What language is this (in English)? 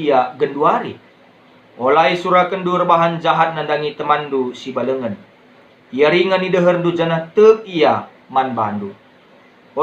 Batak Karo